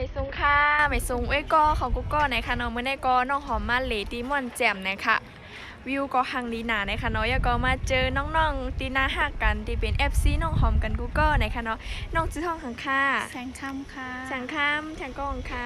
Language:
Shan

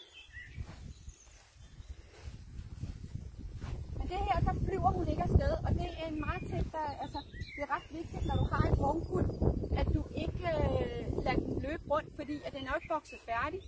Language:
Danish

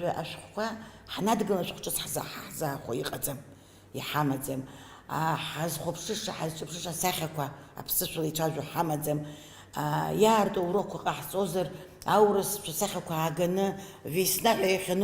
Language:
Abkhazian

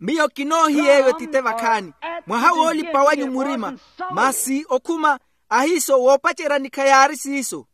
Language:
Makhuwa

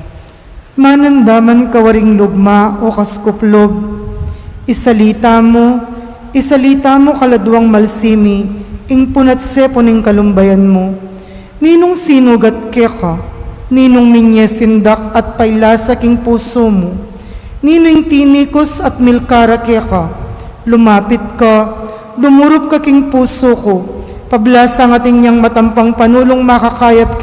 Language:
Pampanga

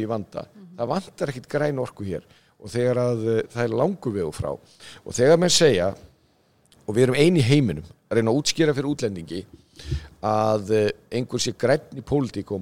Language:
Icelandic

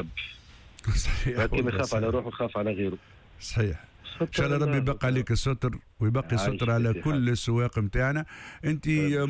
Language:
Tunisian Arabic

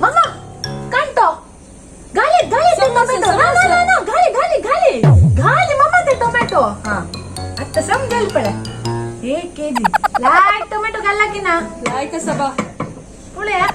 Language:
Konkani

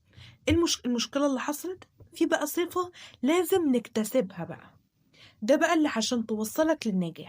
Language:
Egyptian Arabic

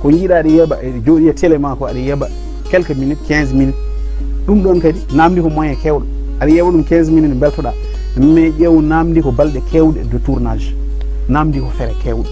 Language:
Fula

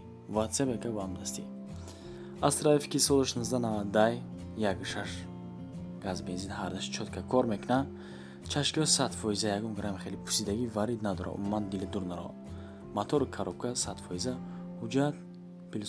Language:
Tajik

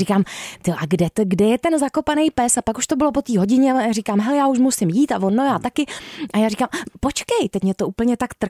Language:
Czech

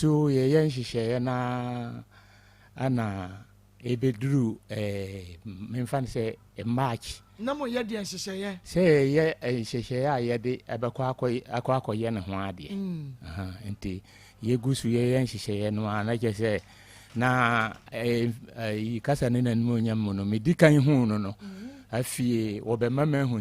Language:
Akan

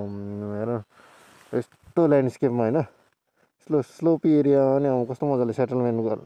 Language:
Nepali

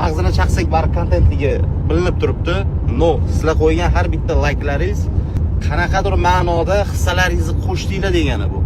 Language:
Uzbek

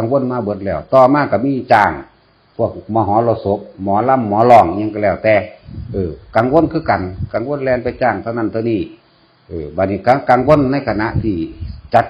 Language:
Northeastern Thai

